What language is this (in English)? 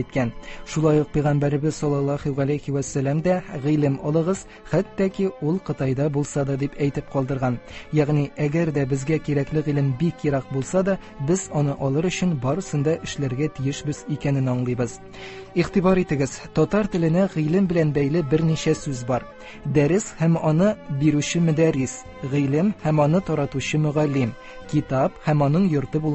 Tatar